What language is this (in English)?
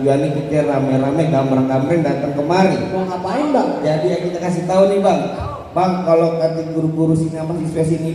Betawi